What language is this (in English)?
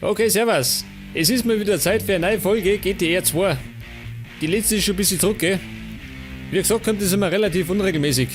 Bavarian